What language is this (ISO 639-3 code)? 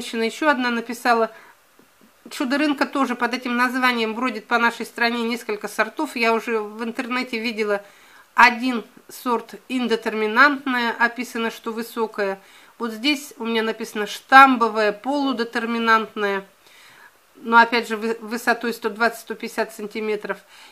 rus